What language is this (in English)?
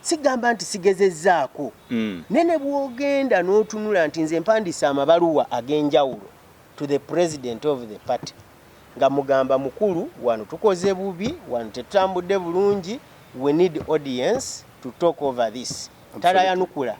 Ganda